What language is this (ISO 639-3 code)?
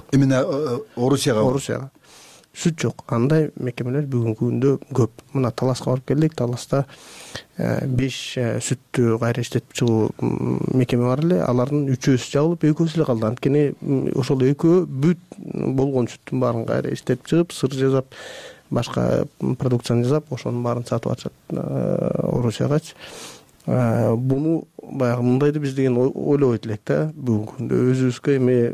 kir